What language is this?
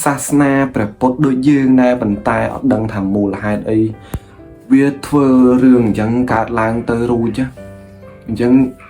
Khmer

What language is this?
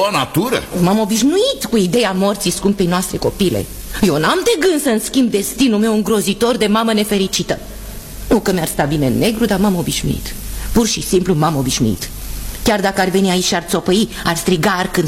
Romanian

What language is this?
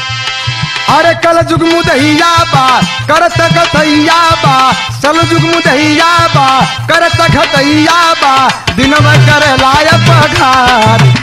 Bhojpuri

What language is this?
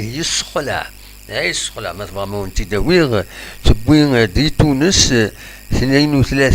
Kabyle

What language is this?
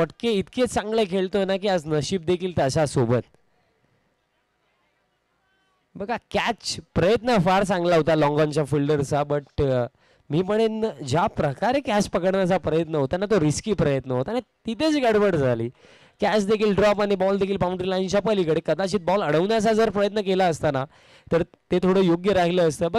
Marathi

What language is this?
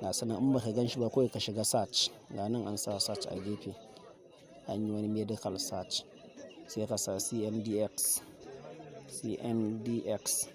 Hausa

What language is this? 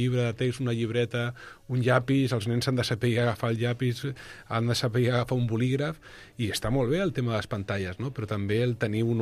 Catalan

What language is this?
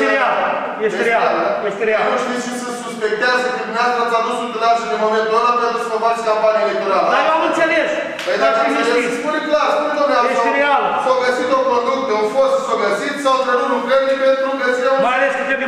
Romanian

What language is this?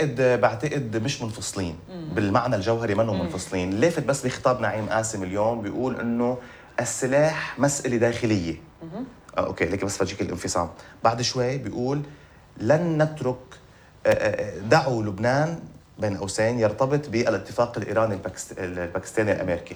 North Levantine Arabic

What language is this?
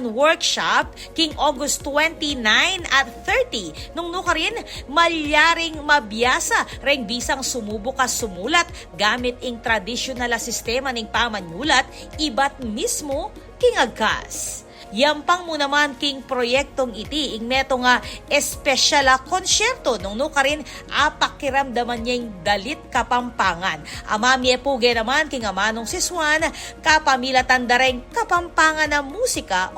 Pampanga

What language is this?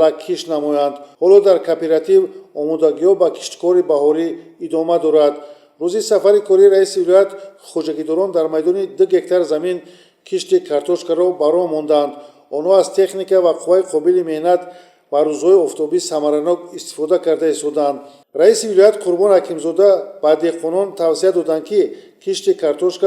Tajik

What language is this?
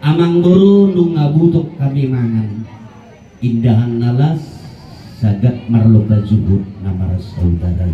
Batak Toba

